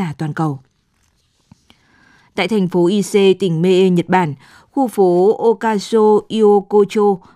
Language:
Vietnamese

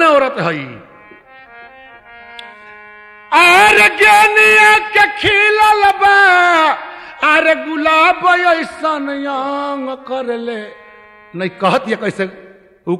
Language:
Bhojpuri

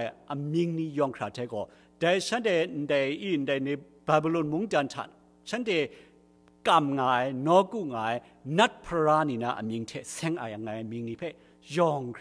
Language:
Kachin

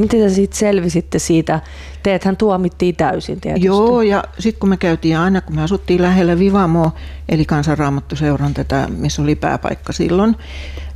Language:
Finnish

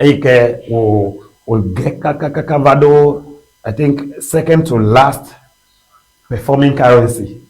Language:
Ewe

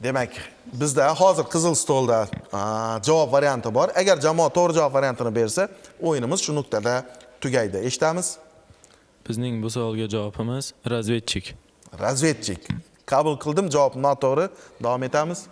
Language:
Uzbek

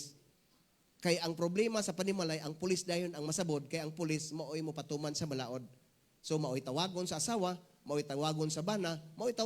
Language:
Cebuano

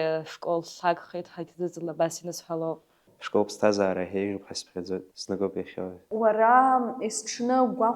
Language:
Abkhazian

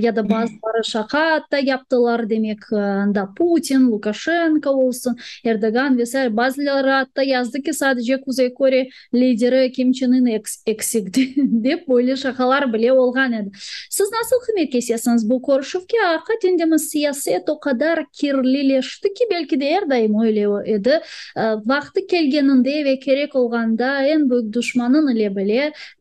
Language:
Crimean Tatar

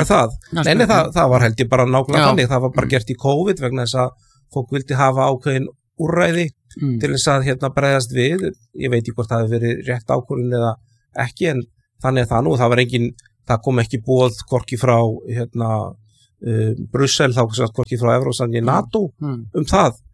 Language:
Icelandic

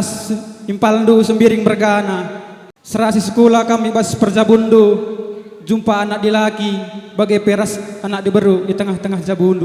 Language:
Batak Karo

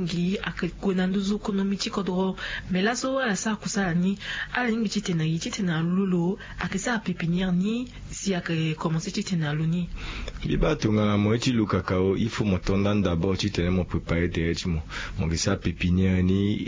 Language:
Sango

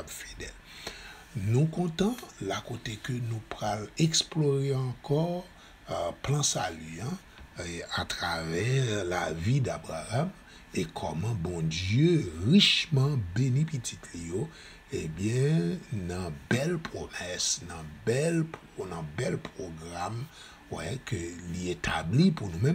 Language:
Haitian Creole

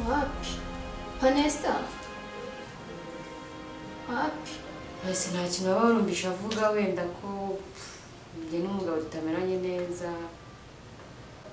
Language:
Kinyarwanda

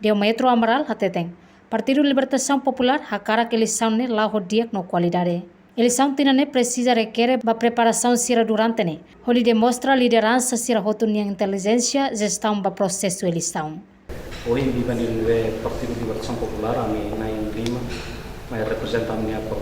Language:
Tetum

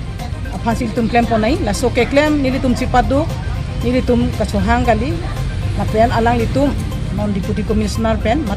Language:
Karbi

